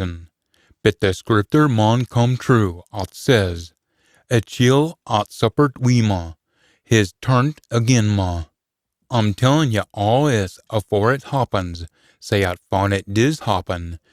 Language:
Scots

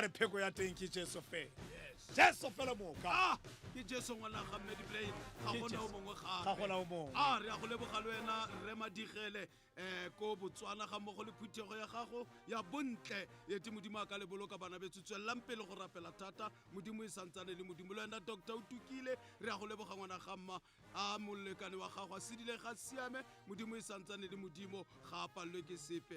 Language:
Tswana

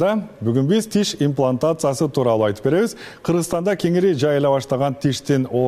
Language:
Kyrgyz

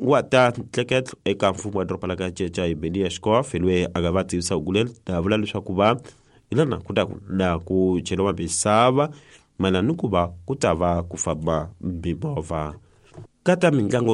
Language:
Tsonga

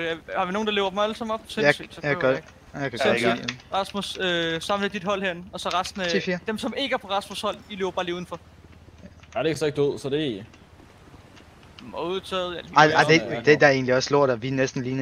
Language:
Danish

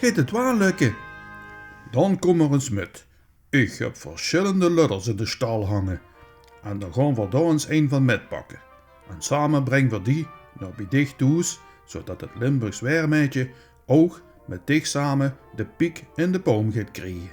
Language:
Limburgish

